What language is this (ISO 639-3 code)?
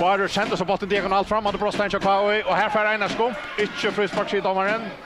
fao